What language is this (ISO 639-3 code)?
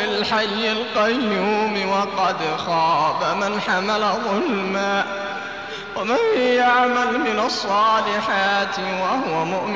ara